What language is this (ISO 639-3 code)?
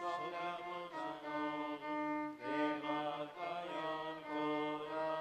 kok